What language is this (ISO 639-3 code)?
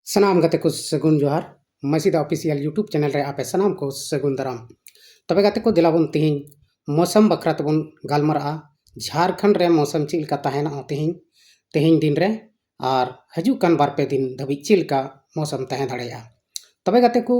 sat